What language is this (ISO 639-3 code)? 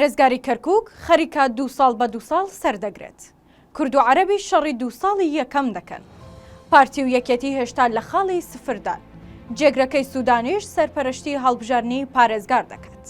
ckb